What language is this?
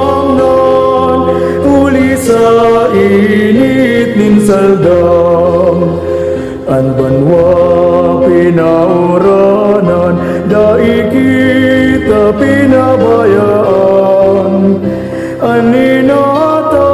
Bikol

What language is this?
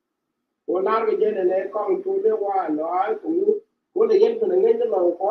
Nuer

